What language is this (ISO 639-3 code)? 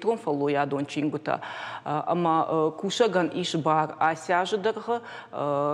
oss